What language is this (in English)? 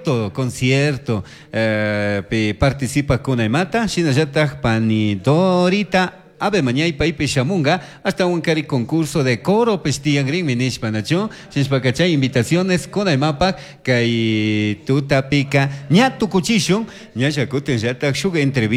Chimborazo Highland Quichua